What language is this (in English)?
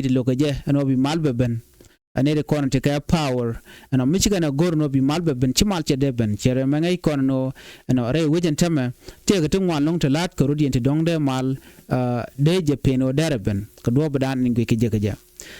Nuer